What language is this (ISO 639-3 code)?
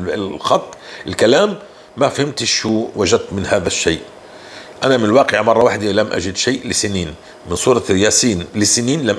apc